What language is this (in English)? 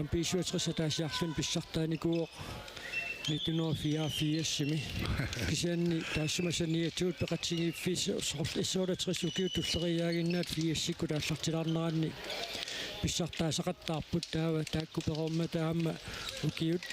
Kalaallisut